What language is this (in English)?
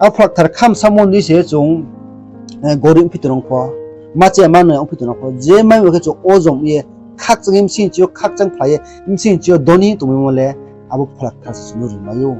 Riang (India)